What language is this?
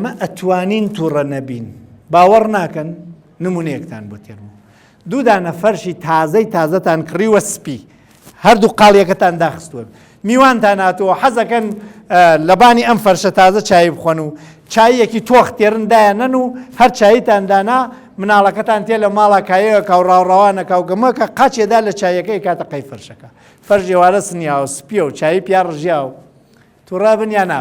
Central Kurdish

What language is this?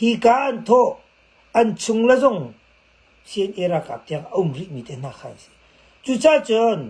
Hakha Chin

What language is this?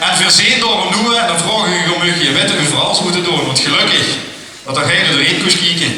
Limburgish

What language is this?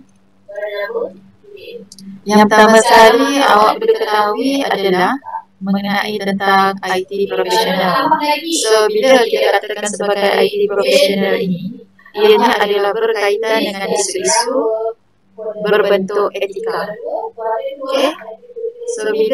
Malay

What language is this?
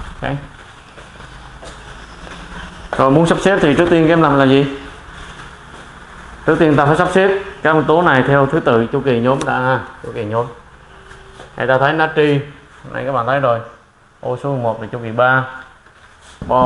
Vietnamese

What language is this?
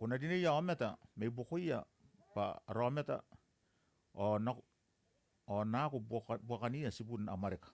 Gilbertese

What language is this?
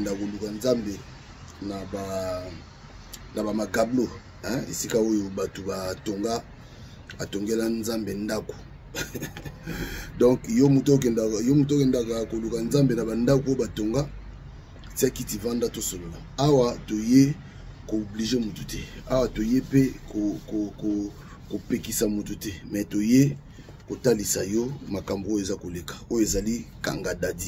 Lingala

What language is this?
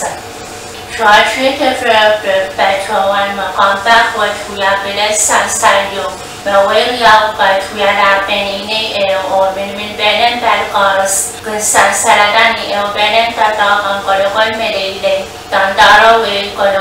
Pohnpeian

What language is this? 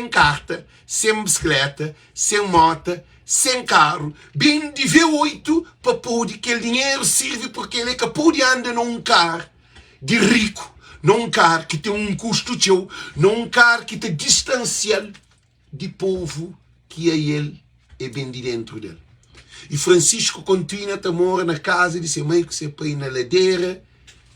Kabuverdianu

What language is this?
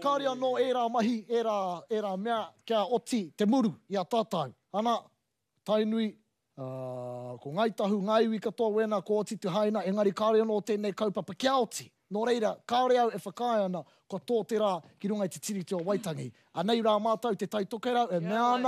Māori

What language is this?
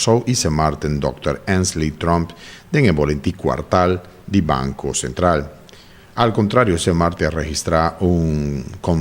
Papiamento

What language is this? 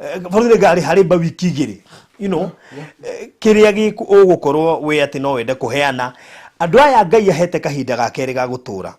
Kikuyu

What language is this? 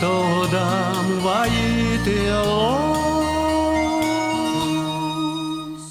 Udmurt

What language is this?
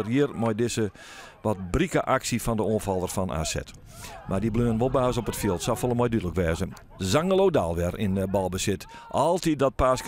Western Frisian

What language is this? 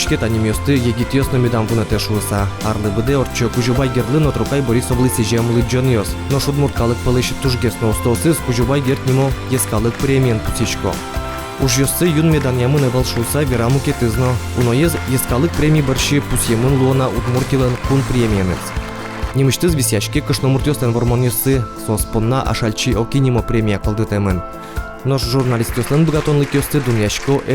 Udmurt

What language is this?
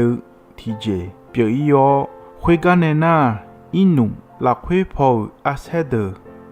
Akha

